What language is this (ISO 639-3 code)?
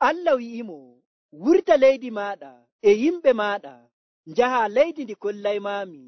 fuv